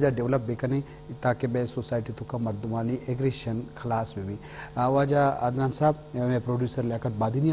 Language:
Eastern Balochi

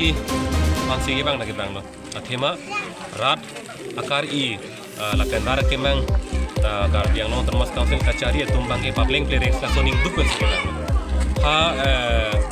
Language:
Karbi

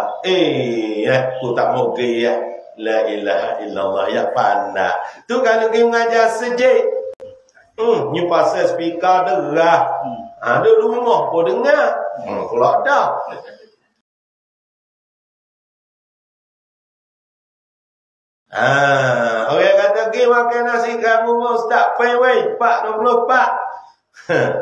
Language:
Malay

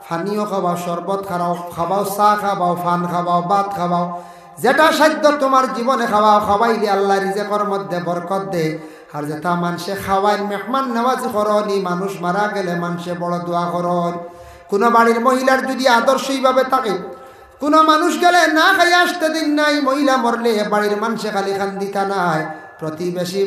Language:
Sylheti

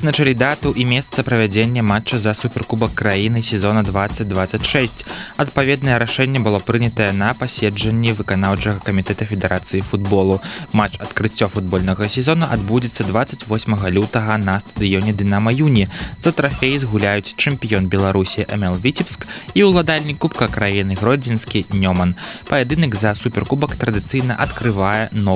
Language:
Belarusian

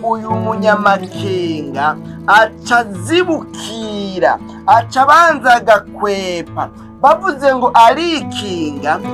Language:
Rundi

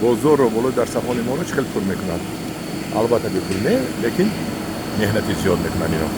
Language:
Tajik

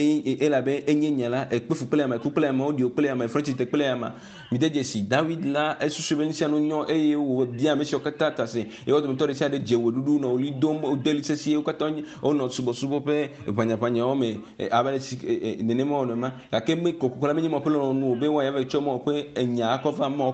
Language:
Ewe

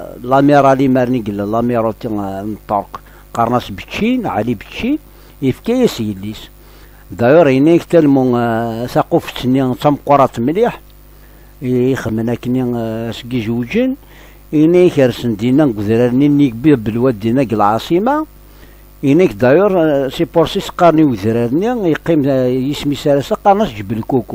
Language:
Kabyle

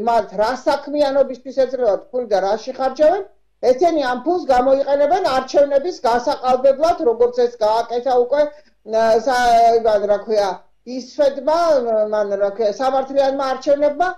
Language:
Georgian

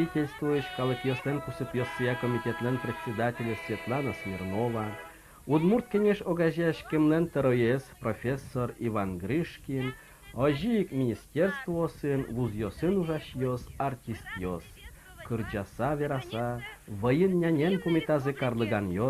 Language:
Udmurt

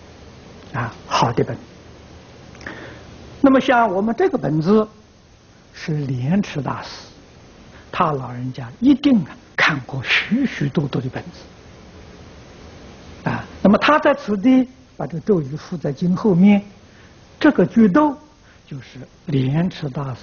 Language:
Chinese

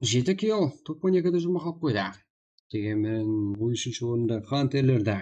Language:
Kara-Kalpak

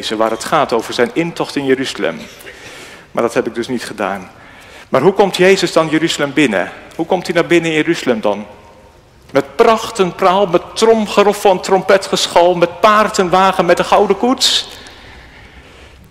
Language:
Dutch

